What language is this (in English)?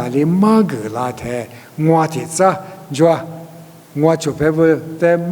Lisu